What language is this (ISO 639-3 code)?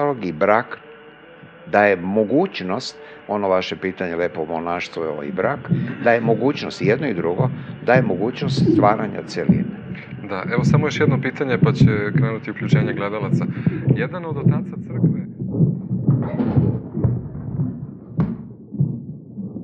srp